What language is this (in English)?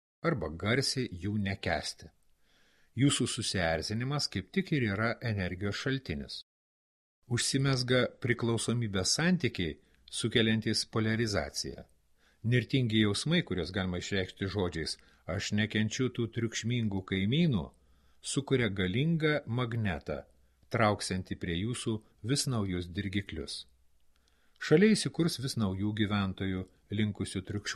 Lithuanian